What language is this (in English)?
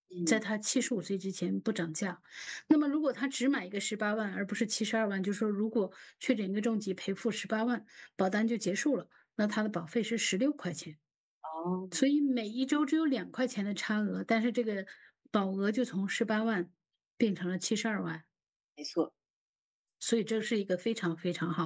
Chinese